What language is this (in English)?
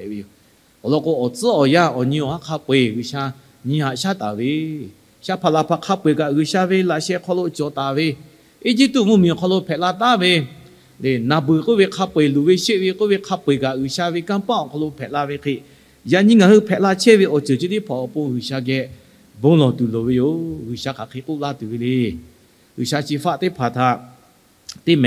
Lahu